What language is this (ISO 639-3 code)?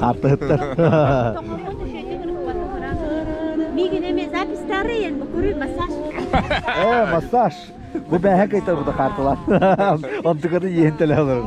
sah